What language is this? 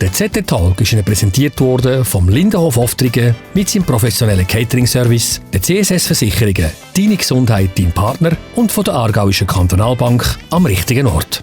Swiss German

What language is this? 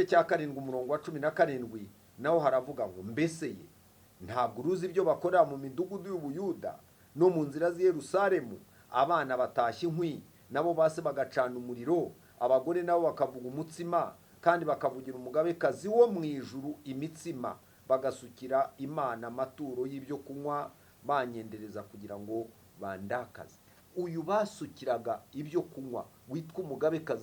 Kinyarwanda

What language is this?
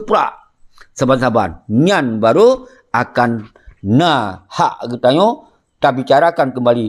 Achinese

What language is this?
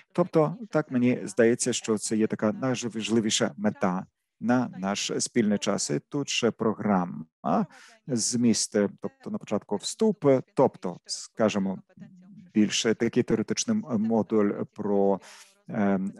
Ukrainian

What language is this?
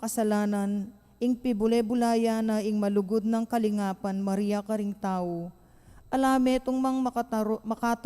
Pampanga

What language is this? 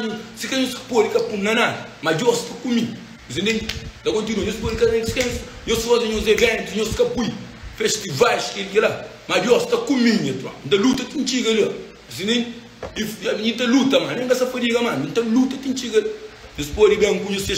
Kabuverdianu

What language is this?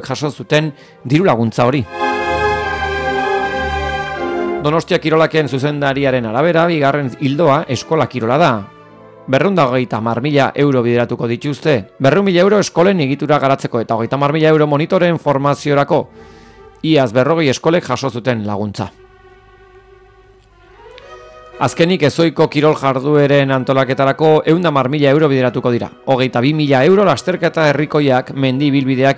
Basque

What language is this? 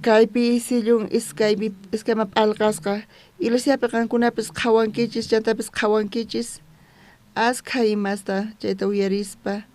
South Bolivian Quechua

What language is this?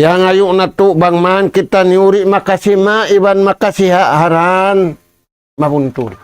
Tausug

